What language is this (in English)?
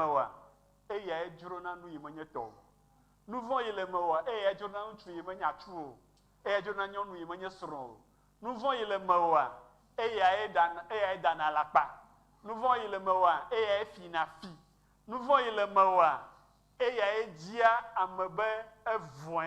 Ewe